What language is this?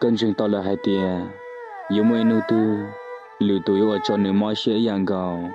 Hmong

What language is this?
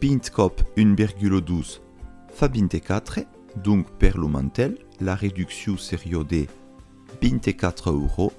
Occitan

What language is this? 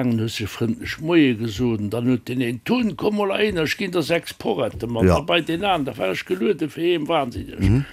Luxembourgish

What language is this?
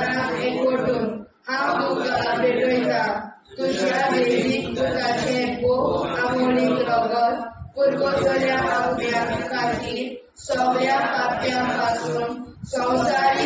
Konkani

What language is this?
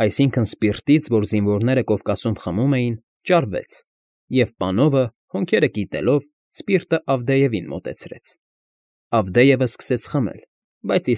Armenian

